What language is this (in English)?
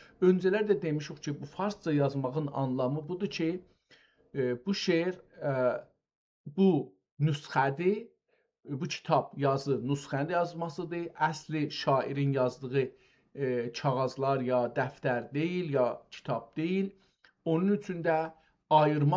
South Azerbaijani